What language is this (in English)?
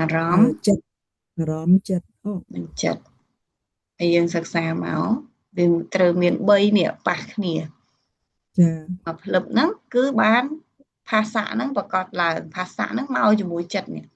Khmer